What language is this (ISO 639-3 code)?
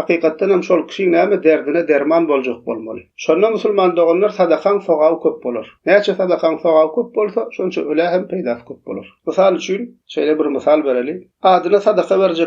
tuk